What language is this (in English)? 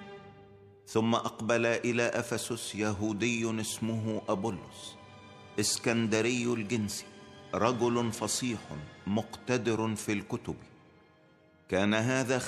Egyptian Arabic